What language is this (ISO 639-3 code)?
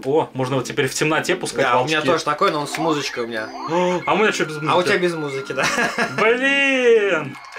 rus